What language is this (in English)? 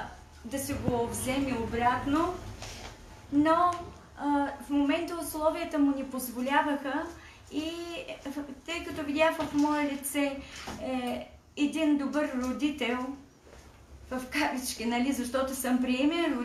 Bulgarian